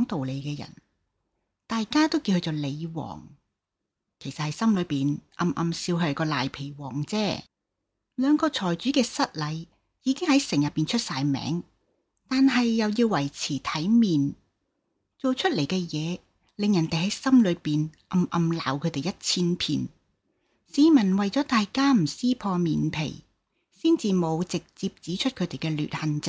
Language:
Cantonese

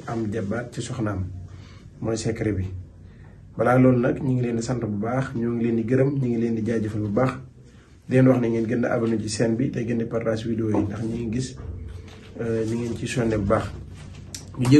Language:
Wolof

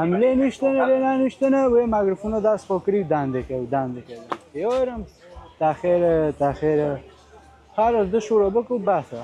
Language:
Kurdish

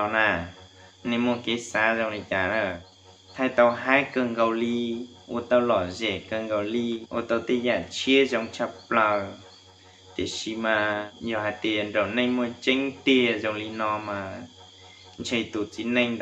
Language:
Hmong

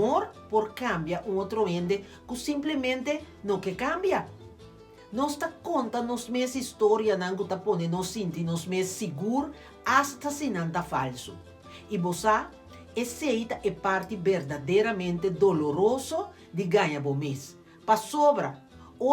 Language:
Papiamento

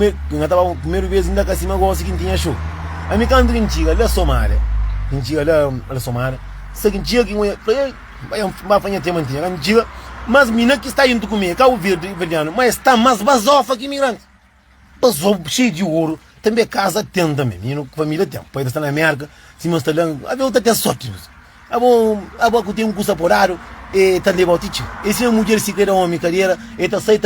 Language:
Kabuverdianu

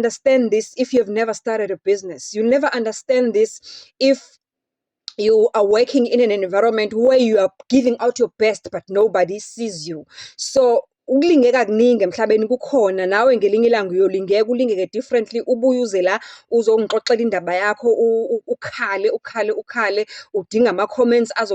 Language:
Zulu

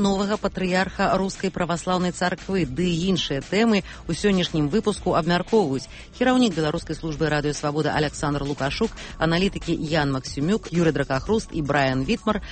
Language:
Belarusian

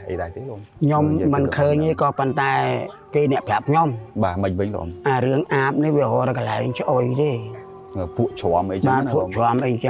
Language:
Khmer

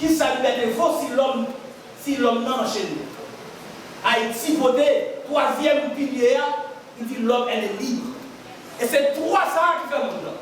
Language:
Haitian Creole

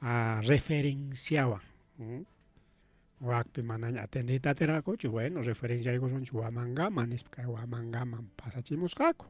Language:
Ayacucho Quechua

